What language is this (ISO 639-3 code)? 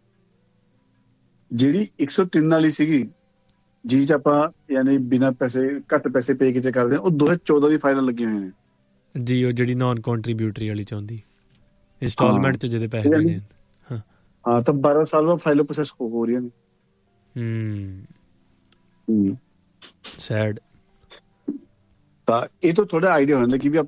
pan